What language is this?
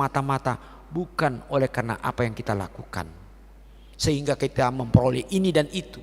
Batak Toba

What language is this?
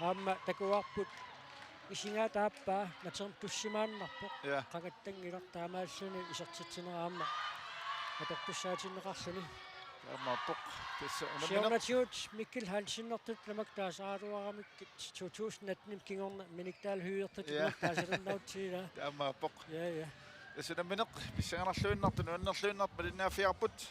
Kalaallisut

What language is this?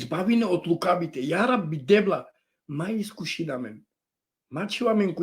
Balkan Romani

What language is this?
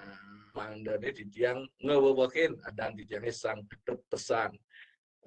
Balinese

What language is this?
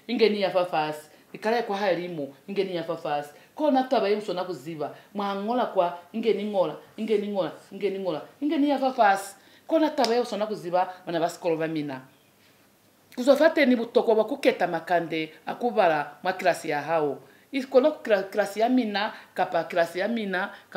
Lozi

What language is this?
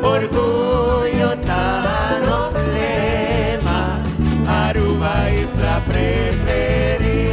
Papiamento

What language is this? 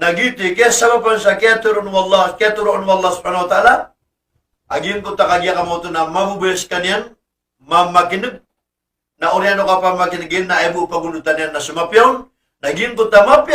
Maranao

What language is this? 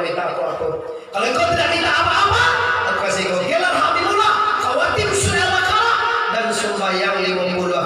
Minangkabau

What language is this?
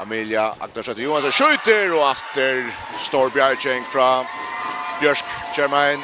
Faroese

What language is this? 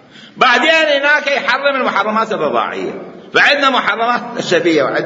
Mesopotamian Arabic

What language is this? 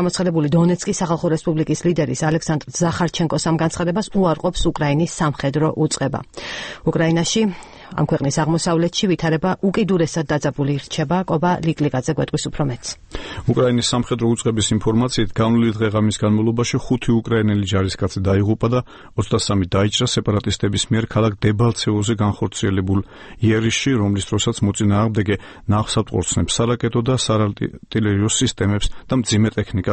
Georgian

